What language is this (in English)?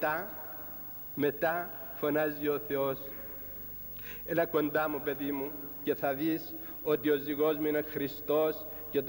Greek